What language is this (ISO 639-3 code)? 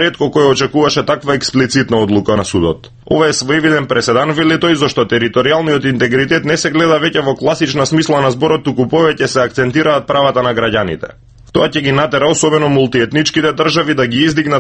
mkd